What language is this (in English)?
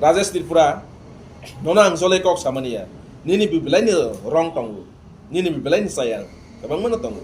Kok Borok